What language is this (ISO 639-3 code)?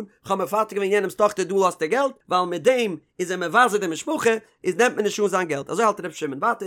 yid